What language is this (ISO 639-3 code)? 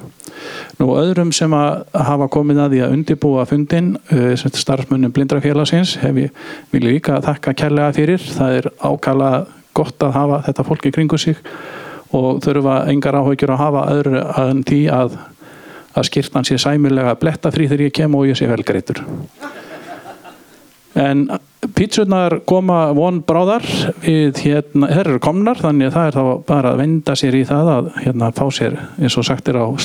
isl